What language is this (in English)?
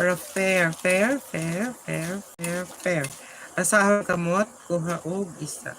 Cebuano